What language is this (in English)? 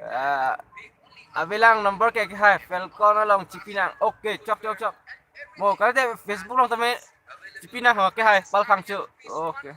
Karbi